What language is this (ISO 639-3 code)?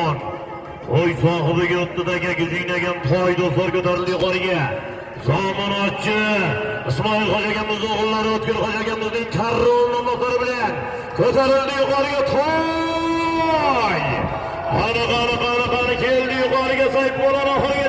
uzb